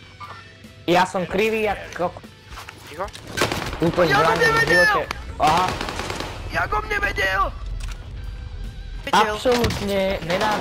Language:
Slovak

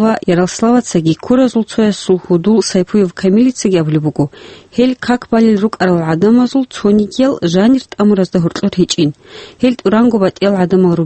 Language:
Avaric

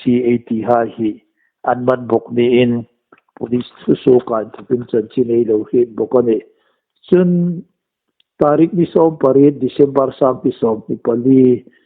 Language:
Hmar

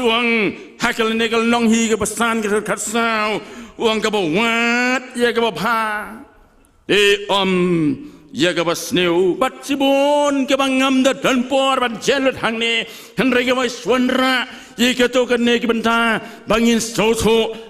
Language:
Khasi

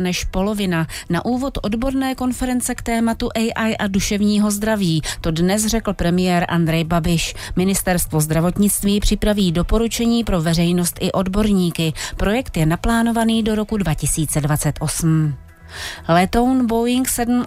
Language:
Czech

